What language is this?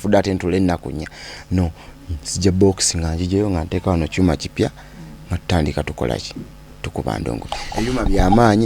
Ganda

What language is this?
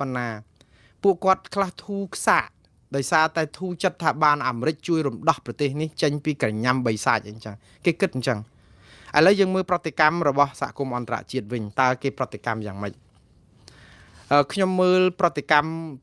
Khmer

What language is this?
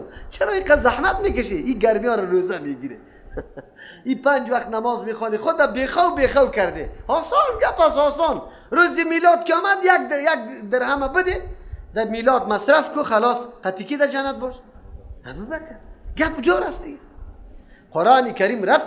Persian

